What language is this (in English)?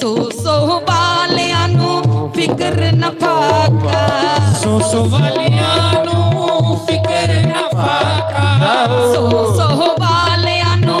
Dogri